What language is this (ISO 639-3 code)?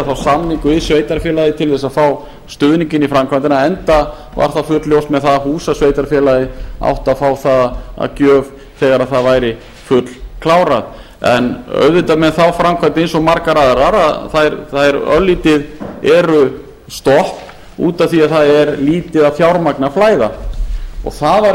isl